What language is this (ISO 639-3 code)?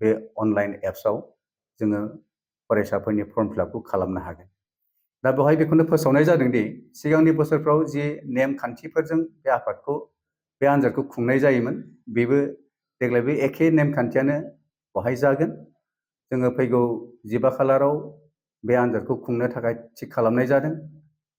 brx